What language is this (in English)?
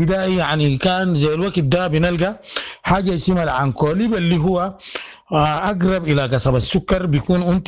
Sudanese Arabic